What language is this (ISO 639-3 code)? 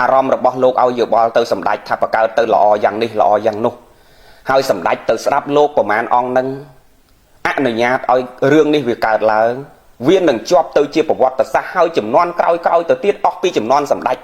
khm